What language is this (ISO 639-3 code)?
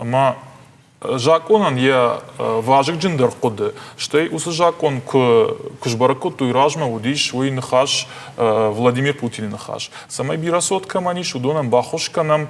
oss